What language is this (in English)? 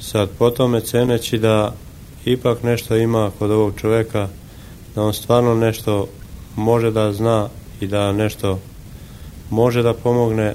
Serbian